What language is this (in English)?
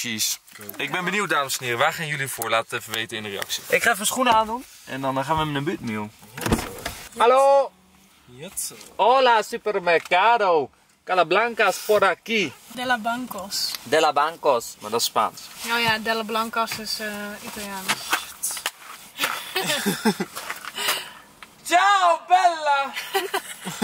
Dutch